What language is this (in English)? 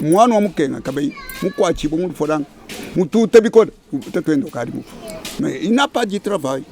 Luba-Lulua